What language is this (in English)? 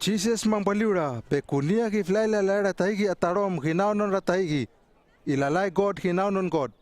Hano